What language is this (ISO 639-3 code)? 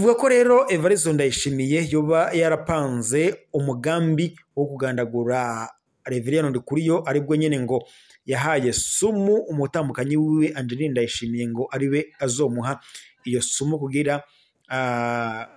run